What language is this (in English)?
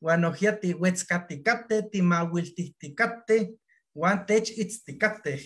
Eastern Huasteca Nahuatl